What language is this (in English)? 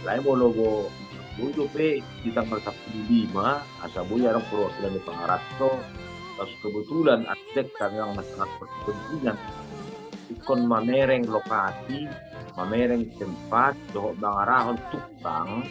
Batak Toba